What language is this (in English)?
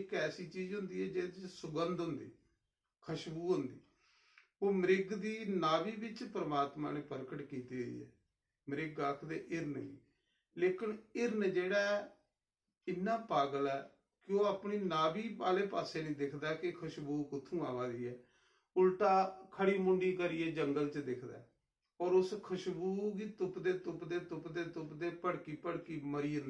Dogri